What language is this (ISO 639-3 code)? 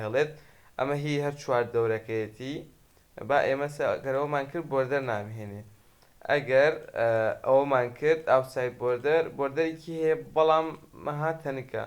ckb